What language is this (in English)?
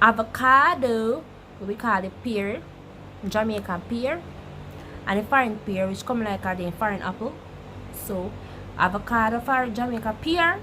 Jamaican Creole English